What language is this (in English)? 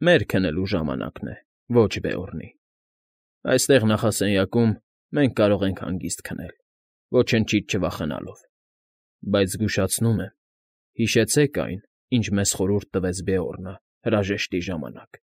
Armenian